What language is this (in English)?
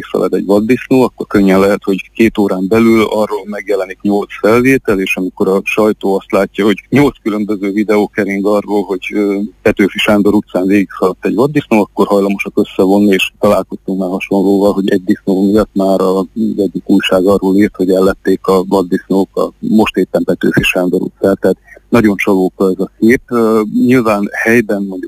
Hungarian